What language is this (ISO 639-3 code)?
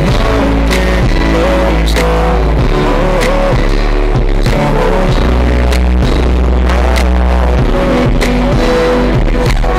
eng